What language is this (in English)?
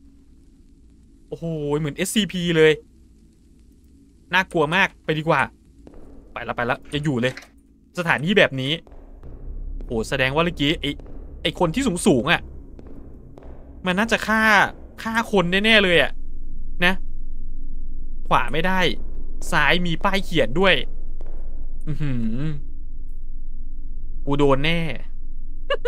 Thai